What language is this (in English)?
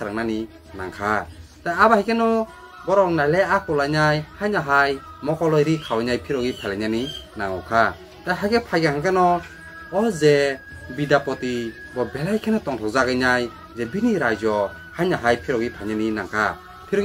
Kok Borok